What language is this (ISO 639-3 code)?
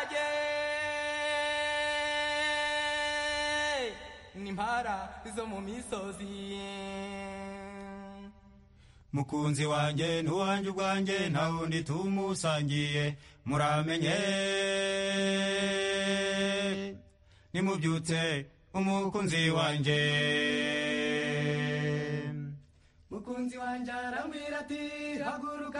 kin